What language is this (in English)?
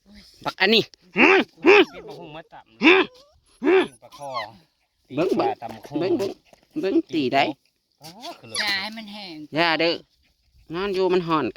Northeastern Thai